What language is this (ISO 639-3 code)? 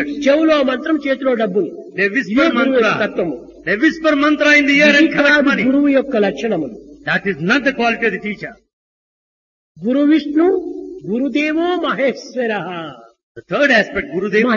tel